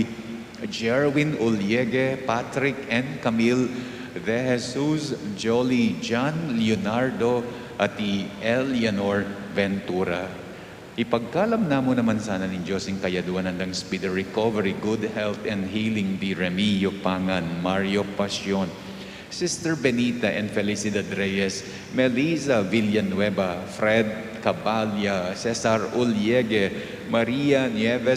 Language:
Pampanga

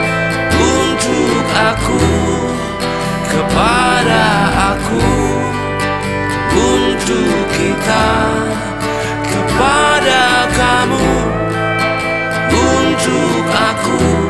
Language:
Indonesian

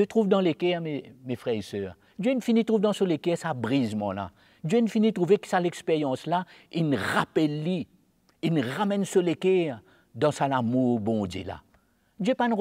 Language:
Morisyen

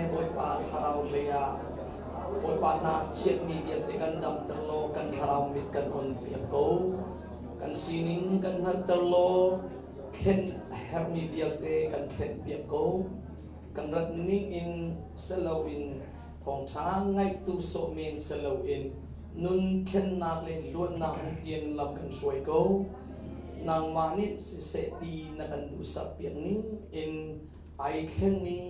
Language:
Hakha Chin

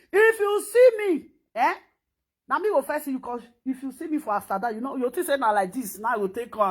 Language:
Nigerian Pidgin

